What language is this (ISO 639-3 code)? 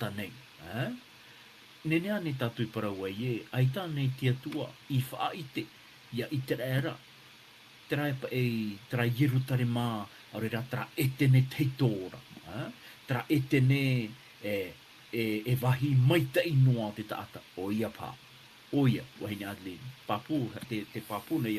tah